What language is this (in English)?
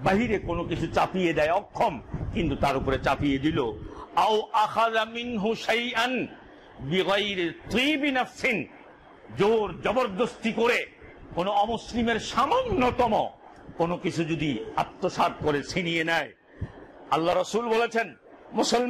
Bangla